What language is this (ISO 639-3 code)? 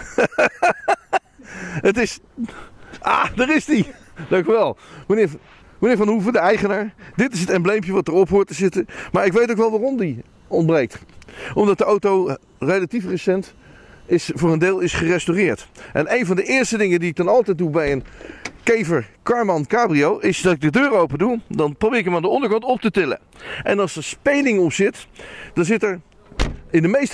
nld